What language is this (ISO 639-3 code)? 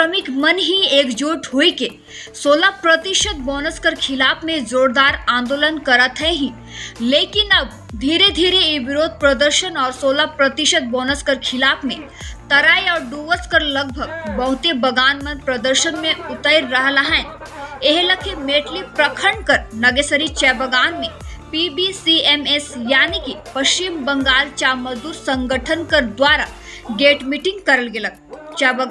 sck